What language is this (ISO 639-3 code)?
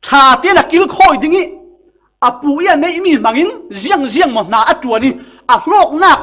cfm